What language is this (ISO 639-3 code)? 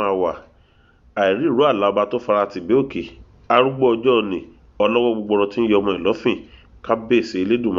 yor